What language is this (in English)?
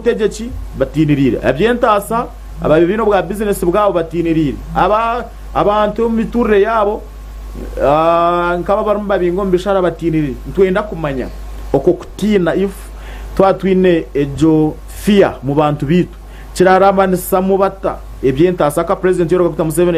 Nyankole